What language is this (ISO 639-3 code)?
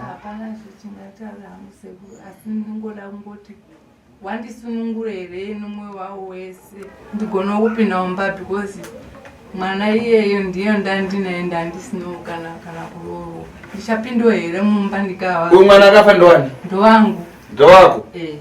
sna